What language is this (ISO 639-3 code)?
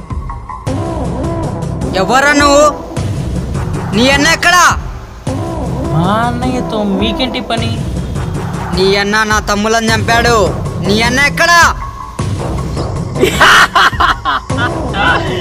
tel